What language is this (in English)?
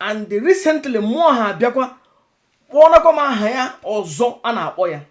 Igbo